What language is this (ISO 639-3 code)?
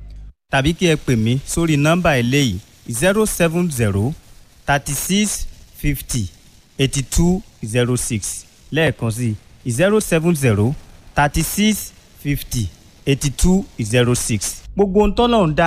yor